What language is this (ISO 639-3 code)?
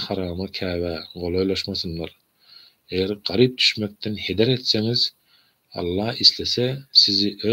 tuk